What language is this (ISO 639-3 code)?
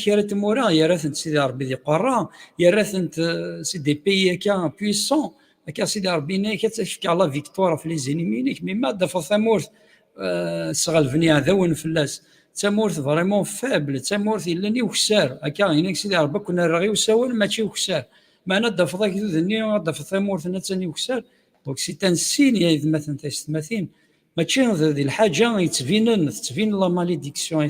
kab